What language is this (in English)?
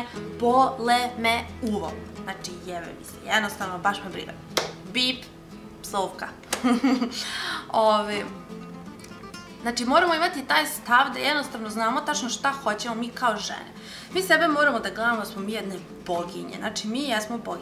Serbian